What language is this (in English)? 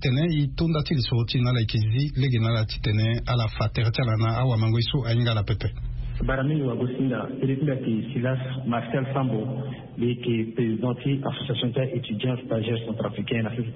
Sango